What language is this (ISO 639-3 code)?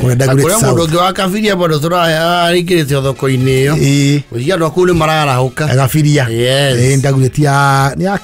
kik